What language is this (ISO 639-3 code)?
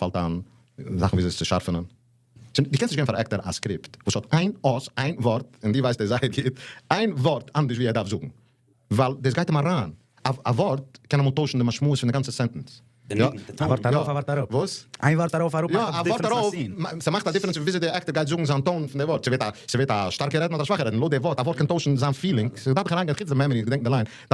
yid